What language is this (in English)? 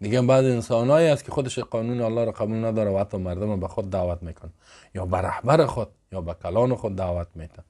Persian